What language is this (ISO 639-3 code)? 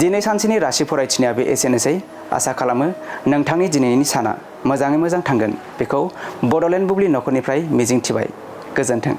brx